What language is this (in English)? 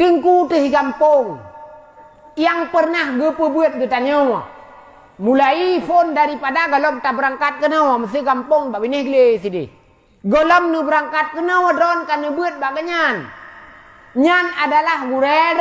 Achinese